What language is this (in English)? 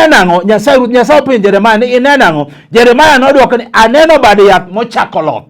Luo (Kenya and Tanzania)